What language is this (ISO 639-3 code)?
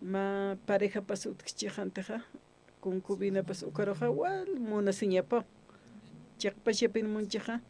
aym